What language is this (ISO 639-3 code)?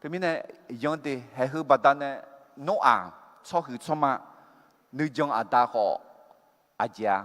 ahk